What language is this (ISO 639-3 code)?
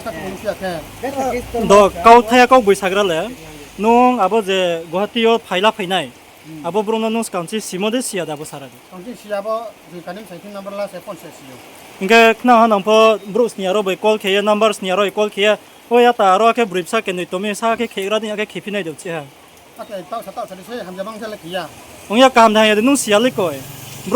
ria